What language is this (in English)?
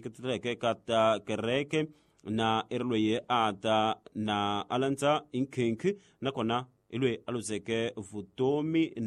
Tsonga